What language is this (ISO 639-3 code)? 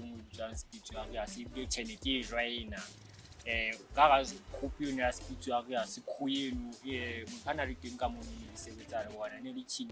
sot